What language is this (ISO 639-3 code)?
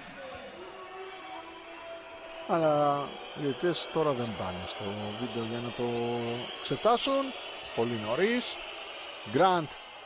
ell